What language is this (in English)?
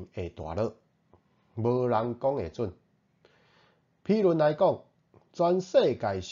Min Nan Chinese